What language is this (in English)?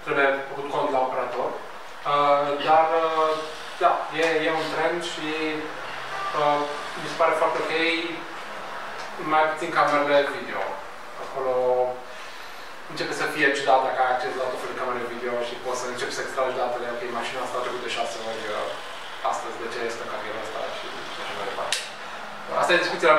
Romanian